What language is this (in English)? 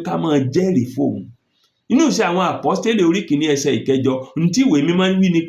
Yoruba